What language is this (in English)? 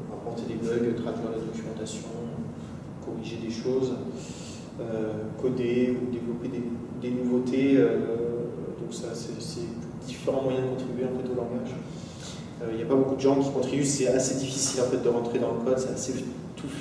French